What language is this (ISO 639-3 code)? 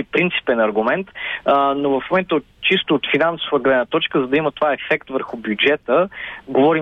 bul